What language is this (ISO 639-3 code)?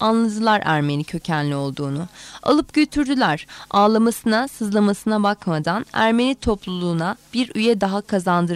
tur